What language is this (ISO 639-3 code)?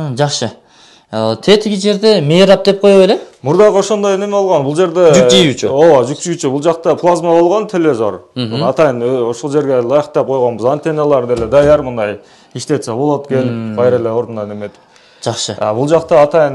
kir